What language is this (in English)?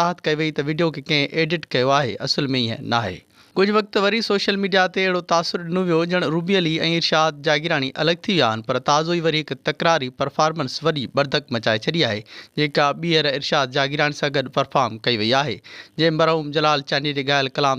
Sindhi